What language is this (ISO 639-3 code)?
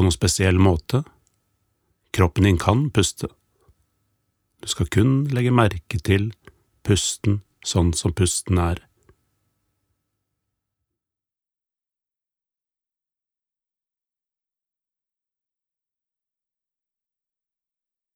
nor